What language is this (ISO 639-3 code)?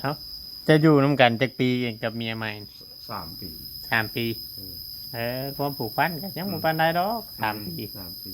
tts